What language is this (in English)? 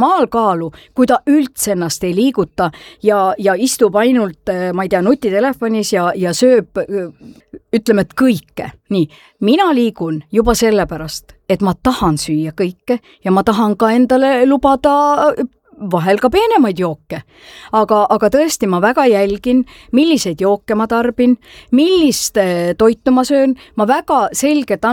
Estonian